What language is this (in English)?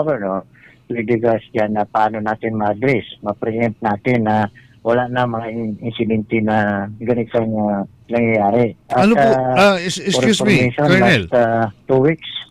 Filipino